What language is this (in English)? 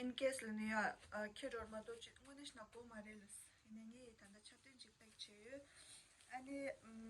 Tibetan